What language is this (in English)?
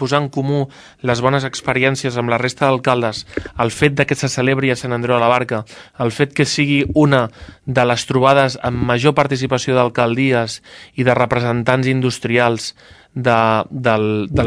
Catalan